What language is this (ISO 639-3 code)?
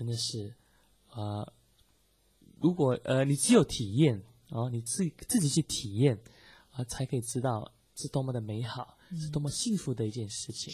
zho